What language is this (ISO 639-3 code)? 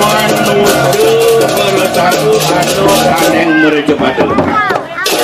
ban